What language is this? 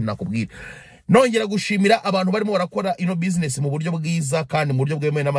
Kinyarwanda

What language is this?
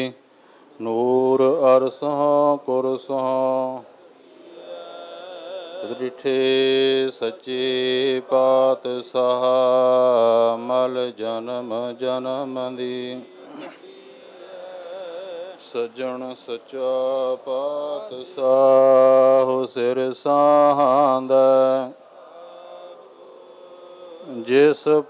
Punjabi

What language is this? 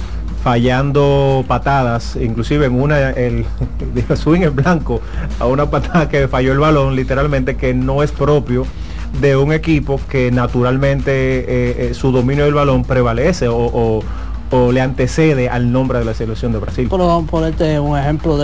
Spanish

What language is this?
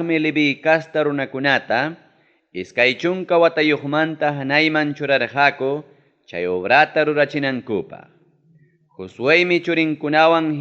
Ayacucho Quechua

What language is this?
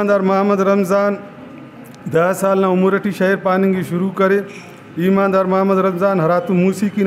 Brahui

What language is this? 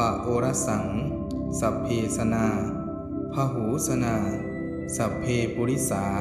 Pali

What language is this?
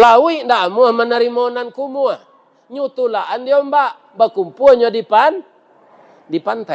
Minangkabau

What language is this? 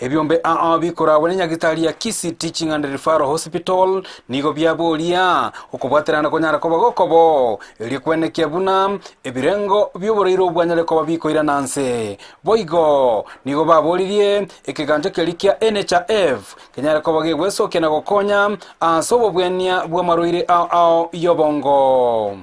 Gusii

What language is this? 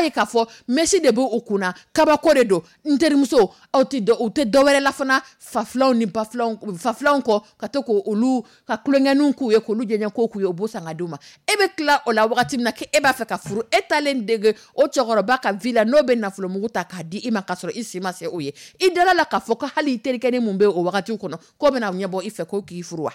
Dyula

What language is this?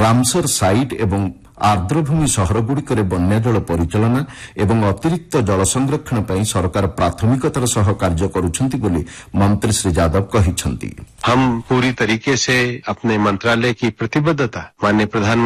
Odia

